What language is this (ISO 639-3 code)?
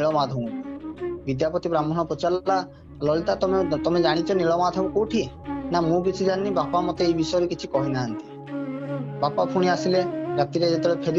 ori